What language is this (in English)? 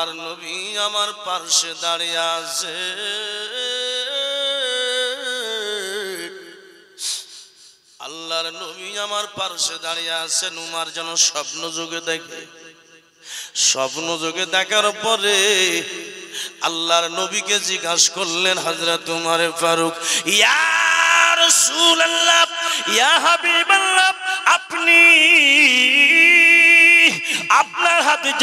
Bangla